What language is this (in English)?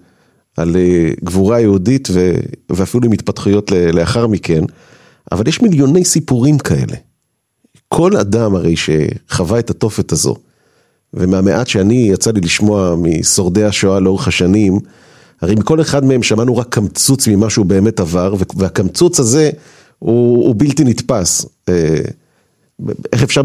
Hebrew